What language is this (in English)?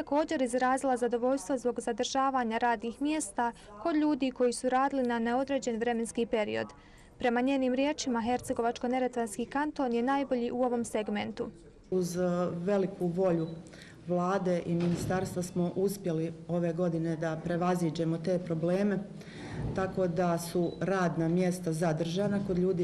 Bosnian